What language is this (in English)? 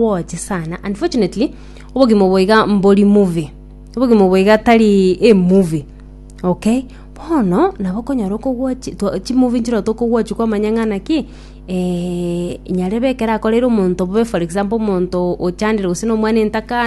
Gusii